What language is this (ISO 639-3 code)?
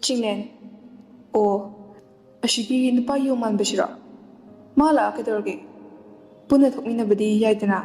mni